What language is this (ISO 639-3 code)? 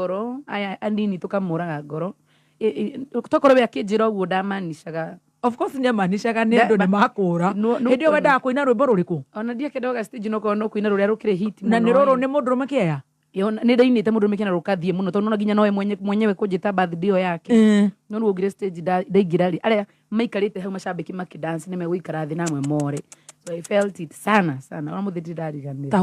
kik